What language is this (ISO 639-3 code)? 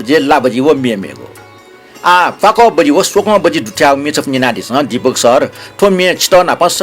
new